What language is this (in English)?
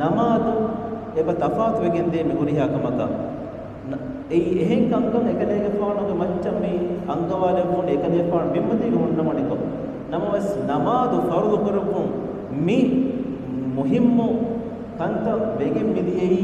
Divehi